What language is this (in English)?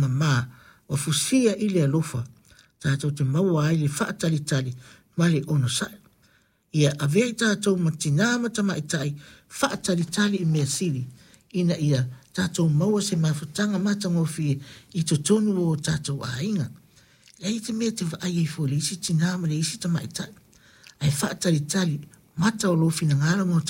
Samoan